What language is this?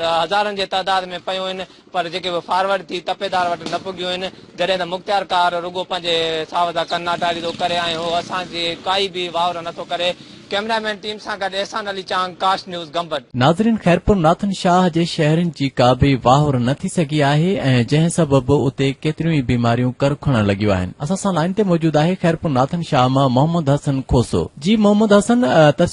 Sindhi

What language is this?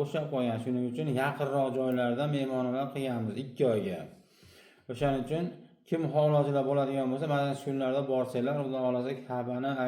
Uzbek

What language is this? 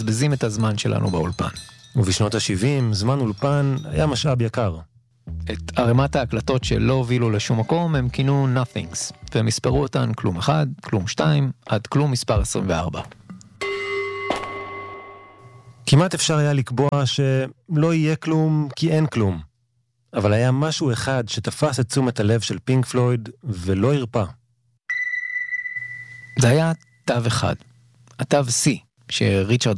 Hebrew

